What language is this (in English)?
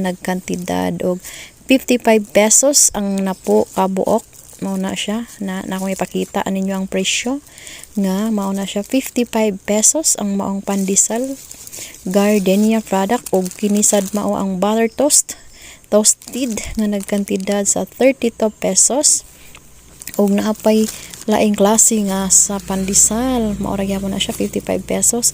Cebuano